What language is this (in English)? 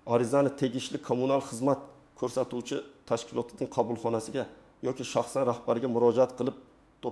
Uzbek